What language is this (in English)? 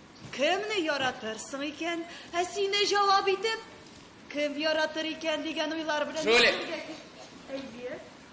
Tatar